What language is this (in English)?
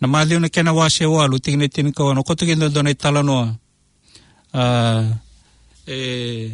Fijian